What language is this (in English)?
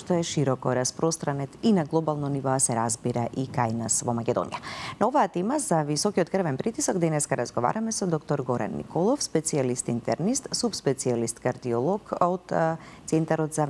Macedonian